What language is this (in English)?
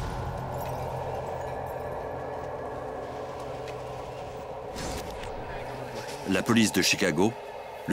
French